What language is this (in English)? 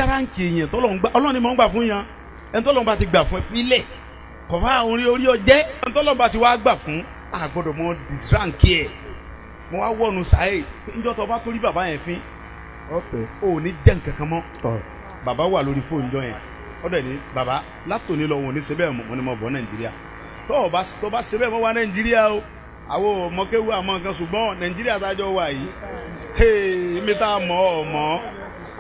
Yoruba